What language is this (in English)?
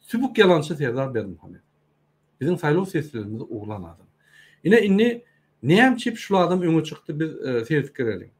Turkmen